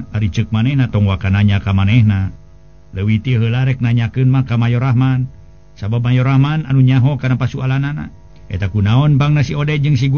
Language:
Sundanese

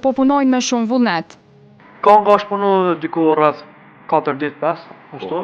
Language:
Albanian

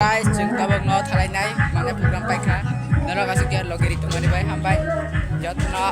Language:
Kok Borok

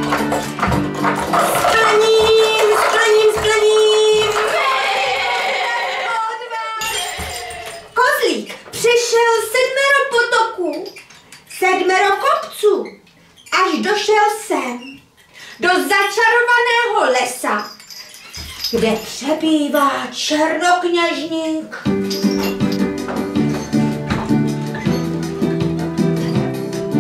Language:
Czech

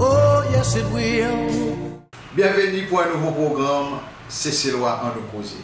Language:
Seselwa Creole French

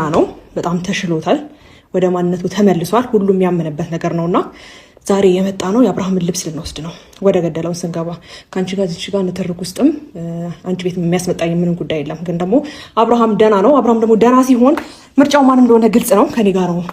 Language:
Amharic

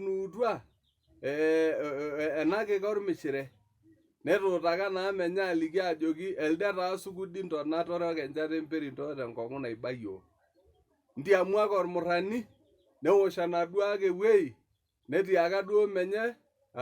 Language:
Masai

